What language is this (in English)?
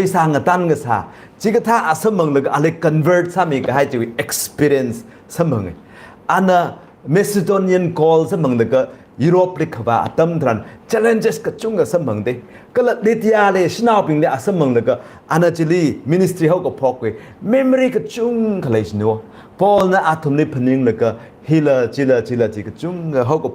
Tangkhul Naga (India)